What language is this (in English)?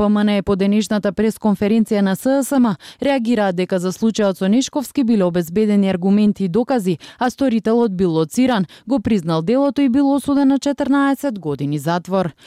Macedonian